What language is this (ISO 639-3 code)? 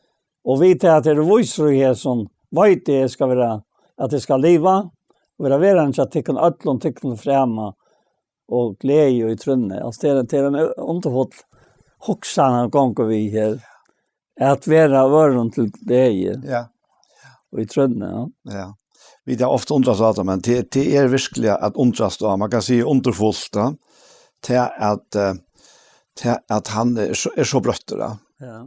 fao